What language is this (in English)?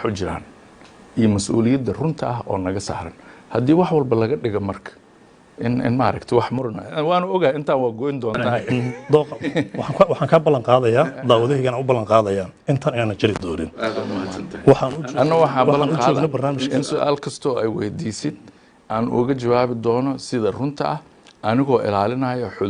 Somali